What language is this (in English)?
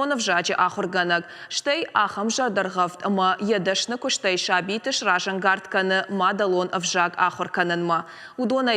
Ossetic